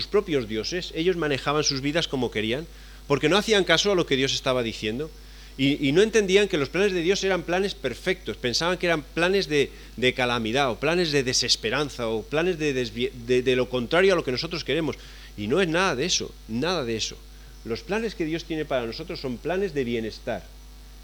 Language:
Spanish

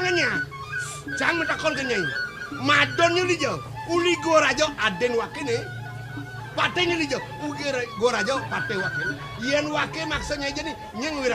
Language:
Balinese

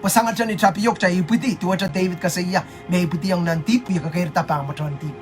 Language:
Pohnpeian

